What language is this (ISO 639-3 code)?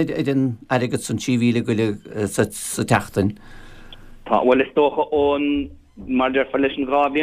gle